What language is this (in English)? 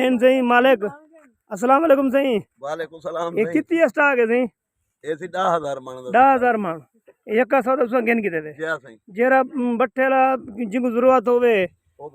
Saraiki